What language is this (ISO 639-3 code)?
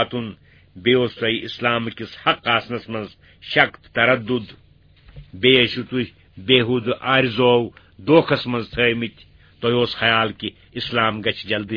kas